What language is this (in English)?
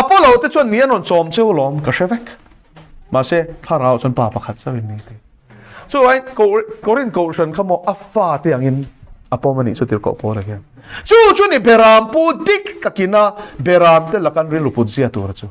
Mizo